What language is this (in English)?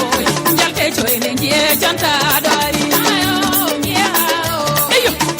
Fula